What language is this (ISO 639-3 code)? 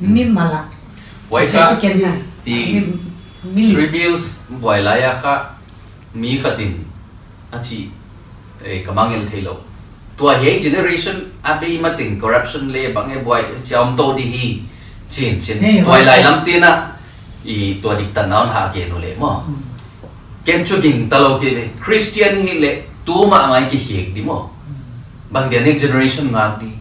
pck